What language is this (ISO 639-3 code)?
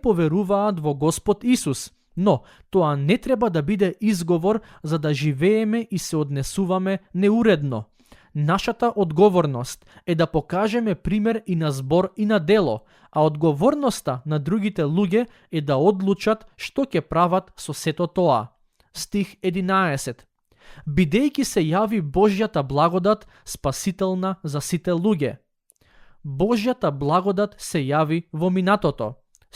mkd